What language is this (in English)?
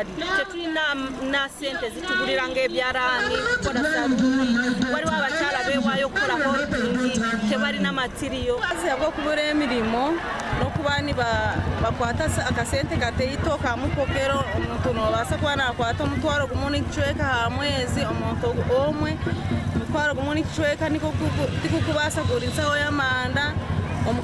Nyankole